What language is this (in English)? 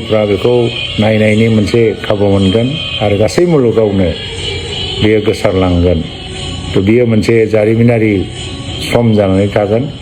Bodo